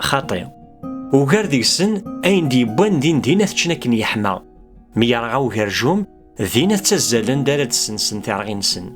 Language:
Kabyle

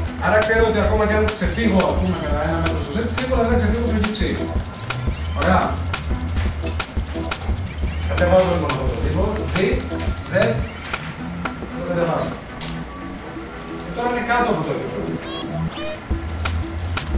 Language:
Greek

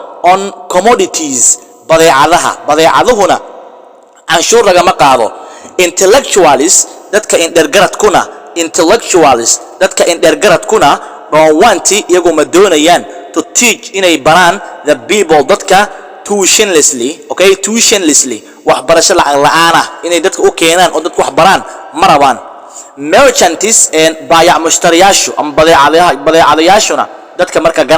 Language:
Somali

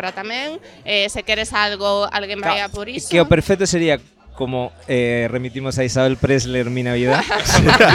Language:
Galician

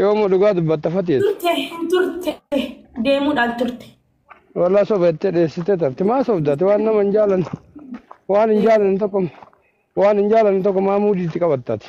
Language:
Oromo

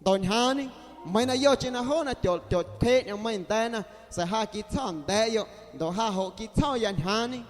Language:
Guerrero Amuzgo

